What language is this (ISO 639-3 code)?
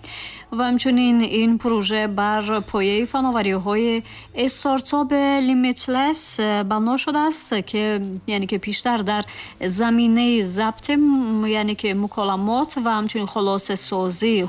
tgk